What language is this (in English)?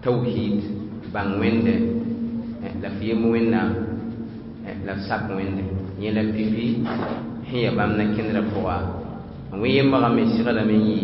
Mossi